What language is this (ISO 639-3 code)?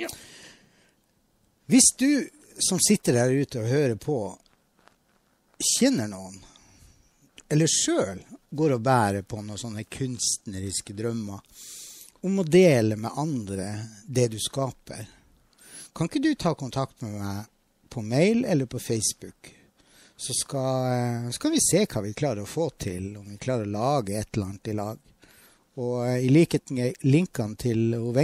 nor